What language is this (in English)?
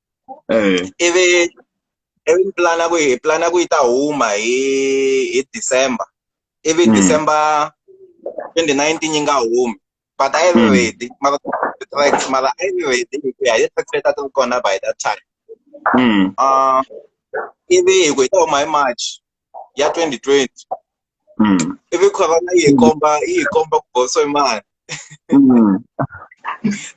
Tsonga